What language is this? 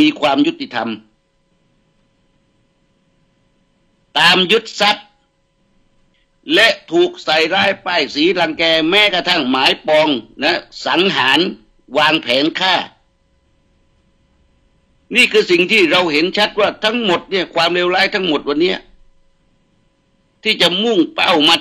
Thai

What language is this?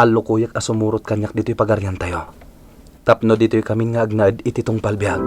Iloko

